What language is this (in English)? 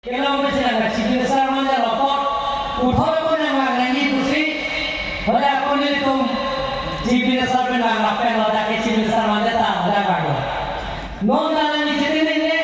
Karbi